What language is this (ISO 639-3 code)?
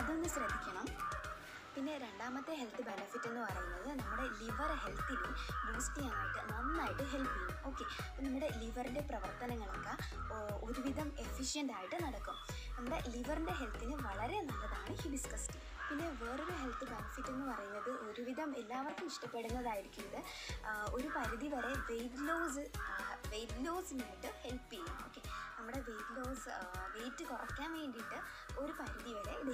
mal